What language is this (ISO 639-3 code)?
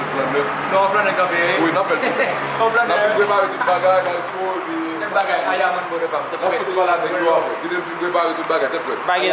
hat